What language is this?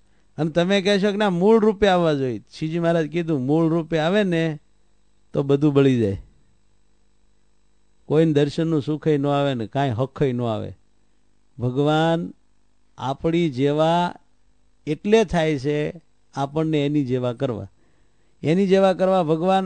Gujarati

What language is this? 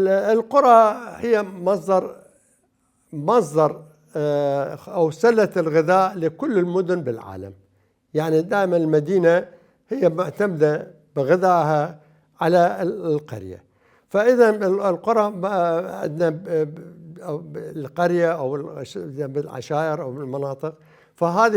Mesopotamian Arabic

